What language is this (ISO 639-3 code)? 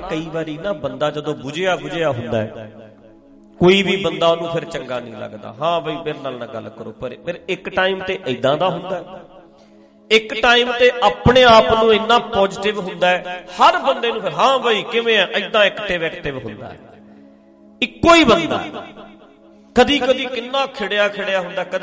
pan